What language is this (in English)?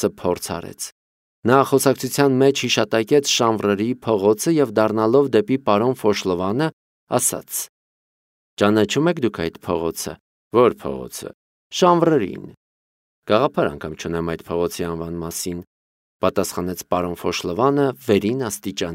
Armenian